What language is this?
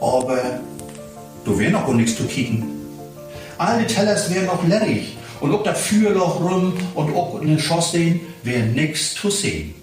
Low German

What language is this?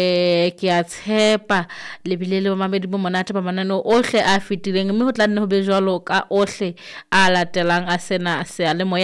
Southern Sotho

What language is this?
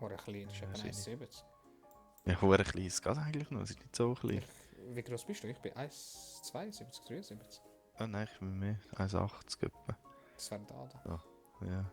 Swiss German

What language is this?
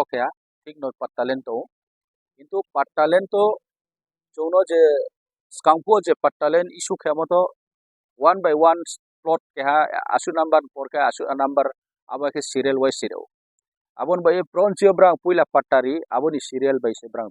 Riang (India)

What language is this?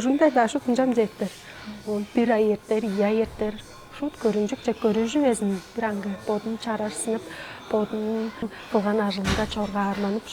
Tuvinian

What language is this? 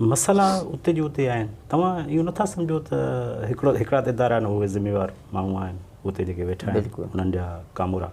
Sindhi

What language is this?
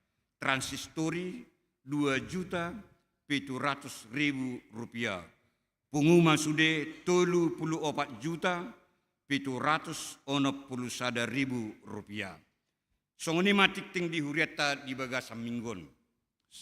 Batak Toba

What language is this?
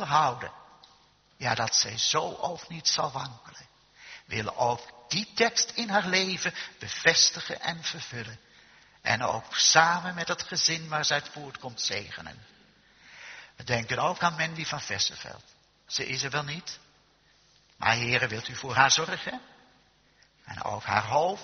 Dutch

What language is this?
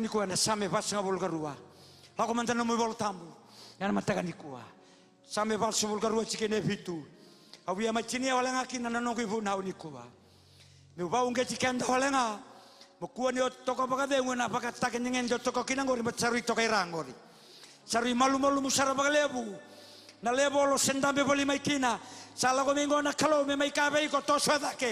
Fijian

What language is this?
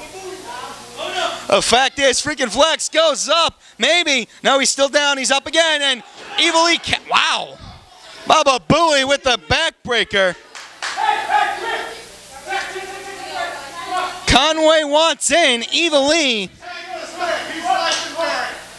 English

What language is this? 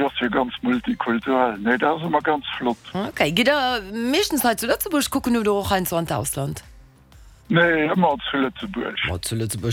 Luxembourgish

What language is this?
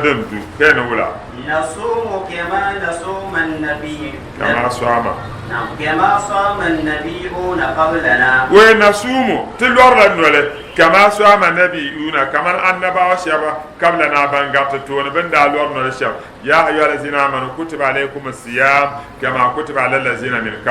Dagbani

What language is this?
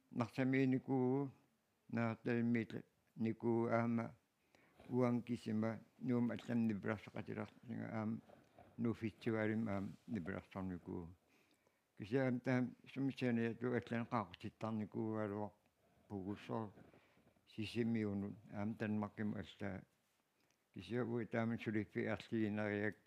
Kalaallisut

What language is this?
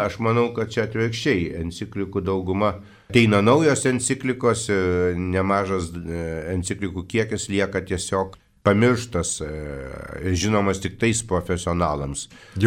Lithuanian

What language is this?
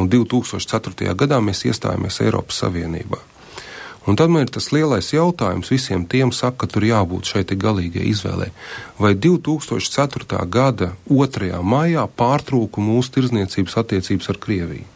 Latvian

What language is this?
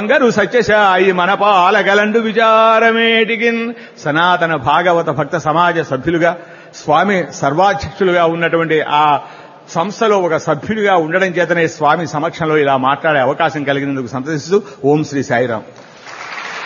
Telugu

